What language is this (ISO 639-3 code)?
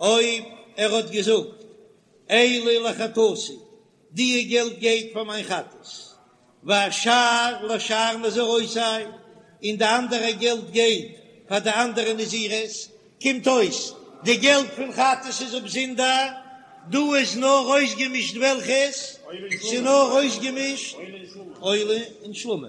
yid